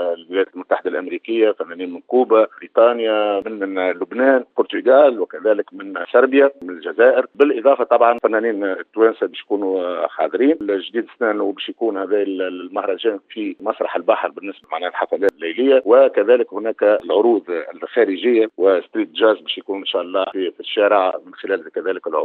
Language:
Tunisian Arabic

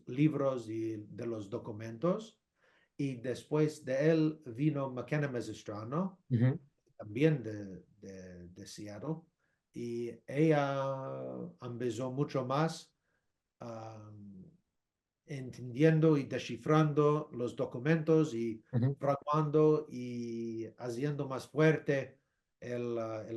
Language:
Ladino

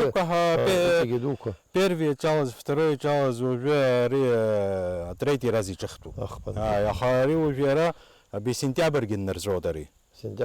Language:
Abkhazian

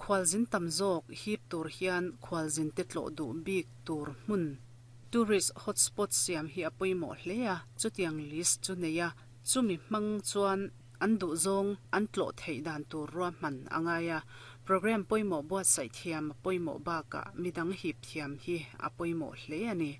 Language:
Mizo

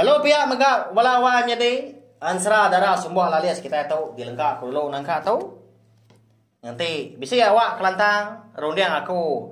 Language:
Iban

